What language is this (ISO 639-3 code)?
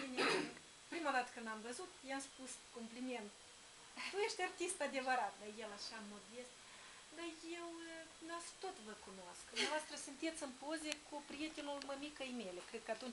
ron